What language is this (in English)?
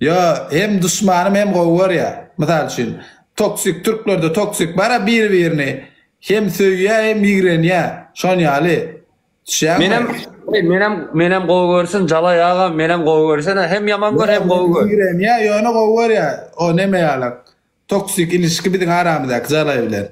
Turkmen